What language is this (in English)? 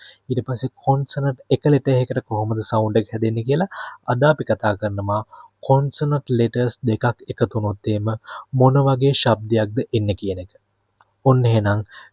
Sinhala